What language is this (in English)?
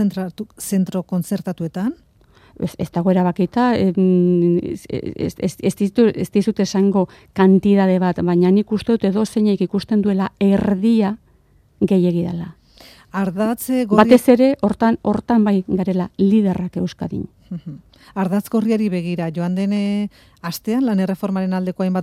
Basque